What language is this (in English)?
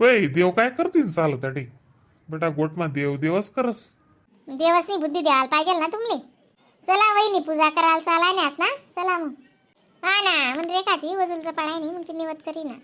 Khandesi